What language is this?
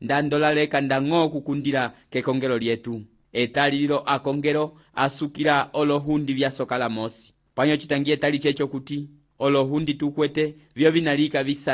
Umbundu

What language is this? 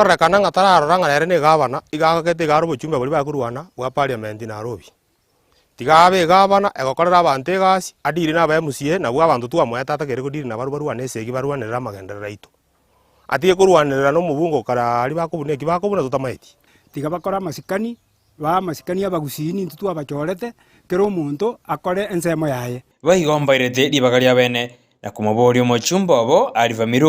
Gusii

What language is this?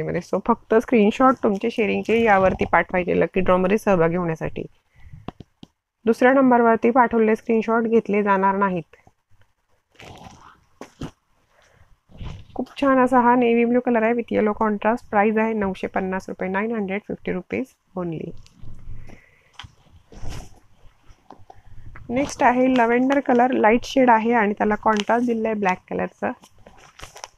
Marathi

